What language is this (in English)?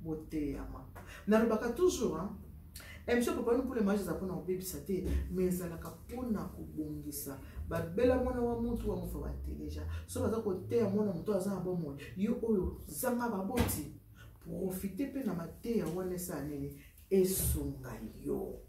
Lingala